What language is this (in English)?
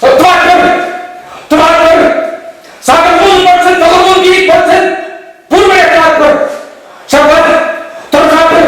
Chuvash